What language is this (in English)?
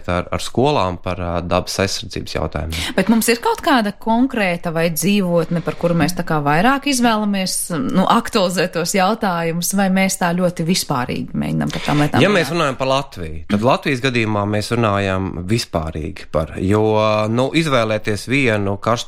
Latvian